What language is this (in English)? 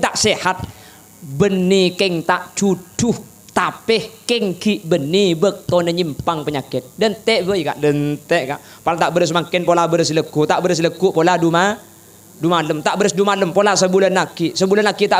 Madurese